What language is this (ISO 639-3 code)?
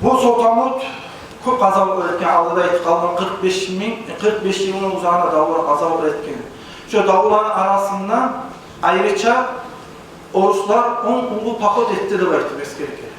kum